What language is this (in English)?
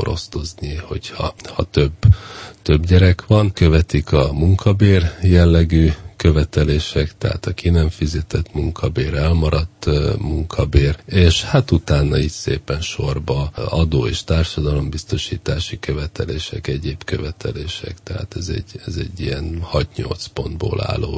Hungarian